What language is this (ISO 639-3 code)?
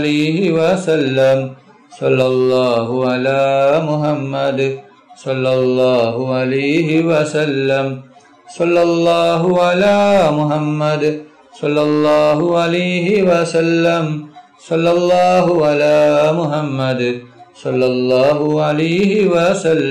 mal